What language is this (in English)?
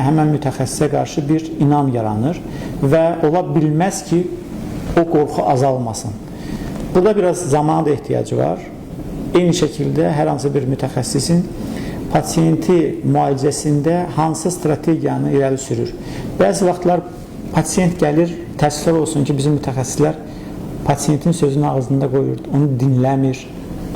Azerbaijani